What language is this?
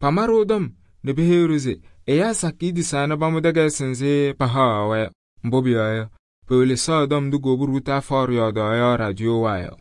Kabiyè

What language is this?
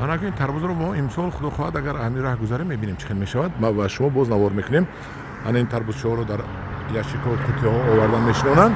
Tajik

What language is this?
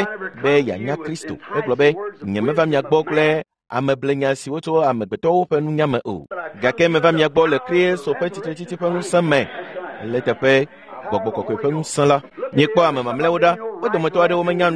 Ewe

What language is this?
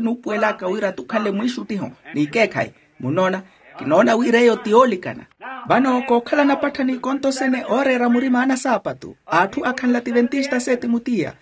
Makhuwa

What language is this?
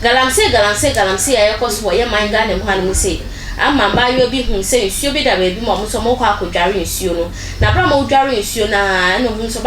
Akan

